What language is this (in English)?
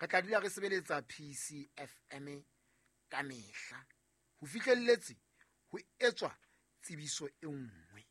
Southern Sotho